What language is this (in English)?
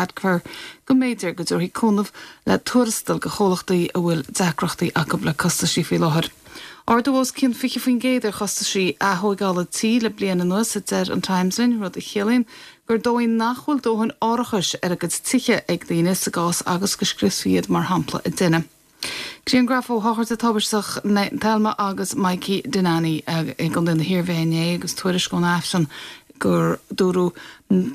Irish